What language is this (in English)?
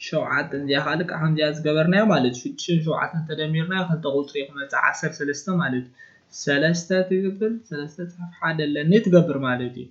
Tigrinya